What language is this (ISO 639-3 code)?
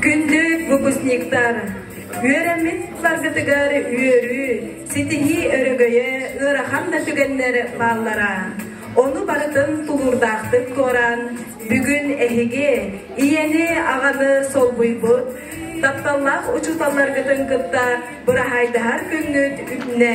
sah